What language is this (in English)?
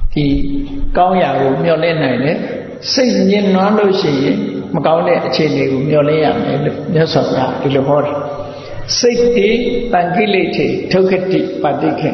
Burmese